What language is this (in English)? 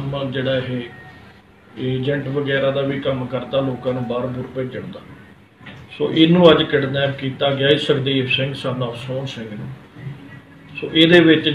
Punjabi